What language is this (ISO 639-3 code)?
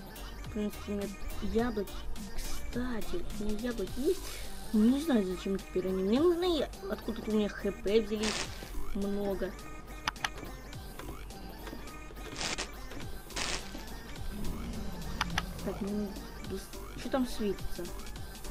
rus